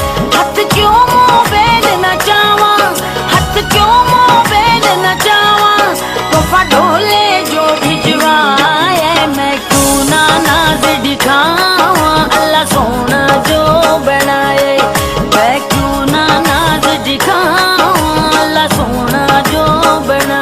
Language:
Pahari-Potwari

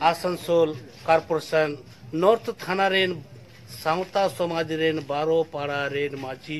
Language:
Santali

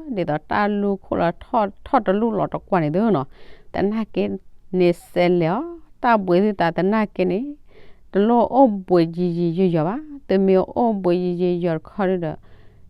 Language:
S'gaw Karen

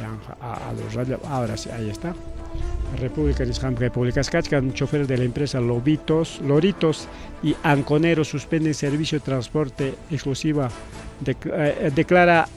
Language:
Ayacucho Quechua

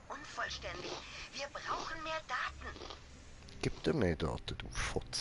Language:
Swiss German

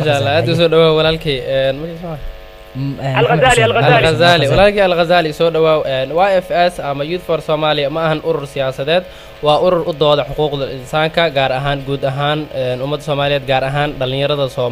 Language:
Somali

